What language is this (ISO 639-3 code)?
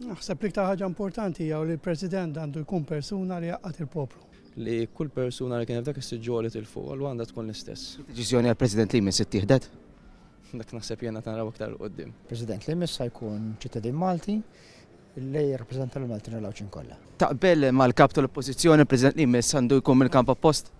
mlt